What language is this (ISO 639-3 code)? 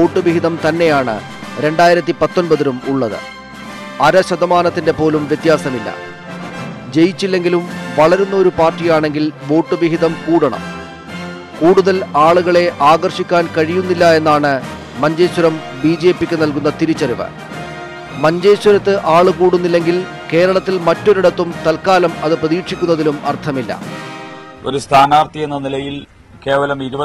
mal